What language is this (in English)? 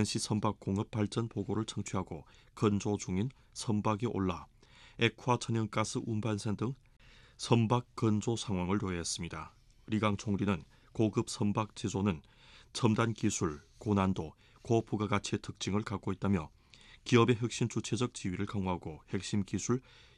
Korean